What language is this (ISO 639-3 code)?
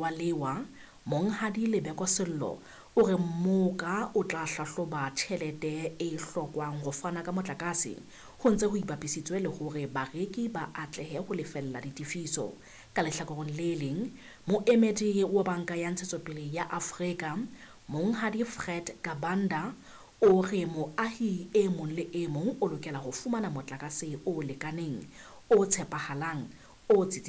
sot